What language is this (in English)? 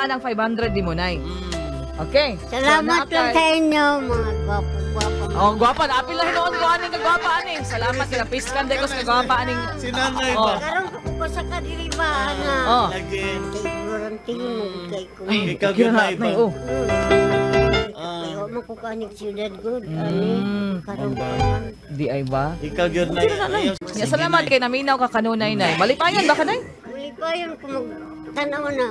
Cebuano